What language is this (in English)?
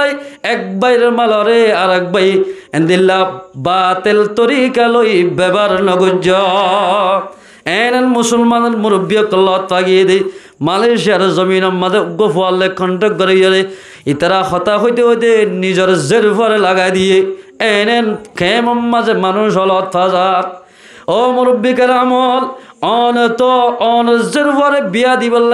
Rohingya